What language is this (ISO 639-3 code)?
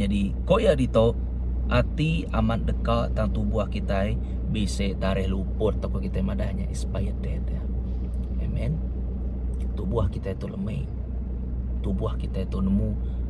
iba